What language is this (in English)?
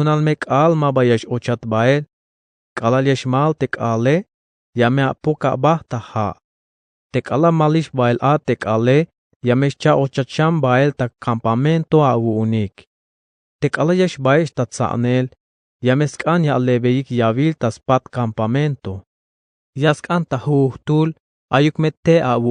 Tzeltal